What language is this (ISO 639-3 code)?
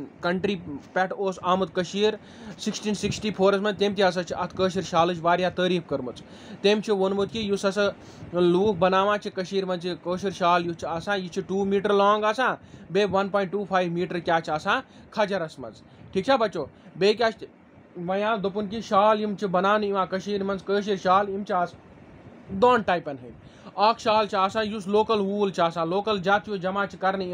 kas